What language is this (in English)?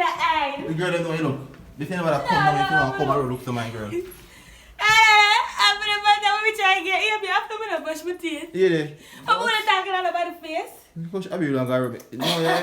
Jamaican Creole English